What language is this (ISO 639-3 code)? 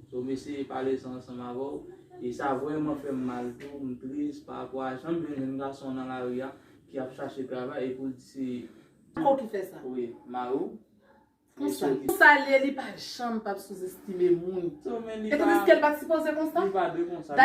hat